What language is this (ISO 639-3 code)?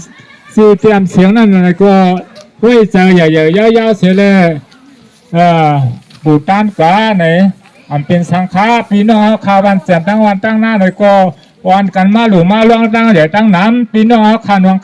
shn